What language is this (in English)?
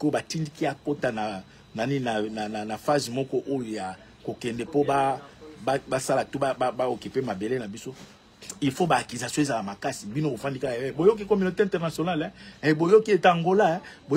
Lingala